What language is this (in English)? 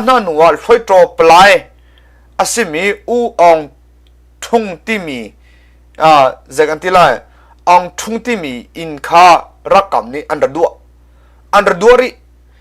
Hakha Chin